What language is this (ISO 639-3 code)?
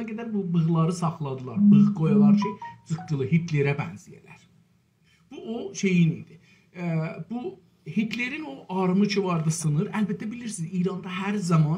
azb